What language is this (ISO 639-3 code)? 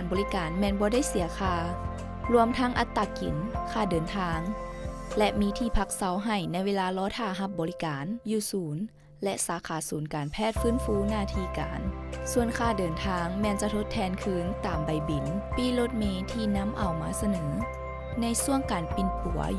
lao